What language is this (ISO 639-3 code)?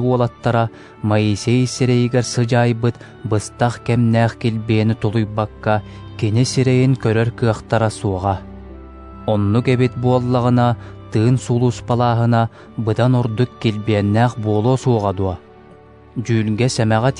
sah